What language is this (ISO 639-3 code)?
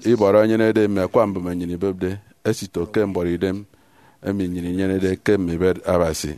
efi